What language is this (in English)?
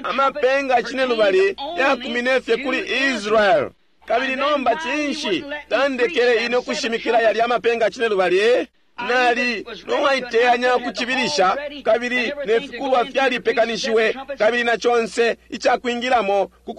Bemba